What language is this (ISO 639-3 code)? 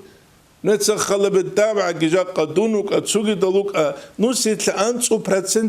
ava